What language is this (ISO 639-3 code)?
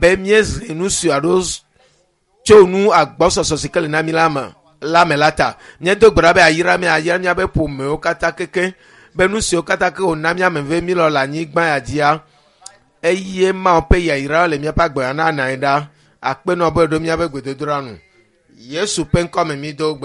ewe